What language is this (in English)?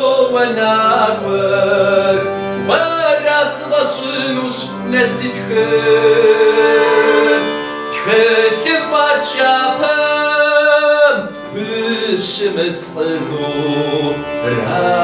Kabardian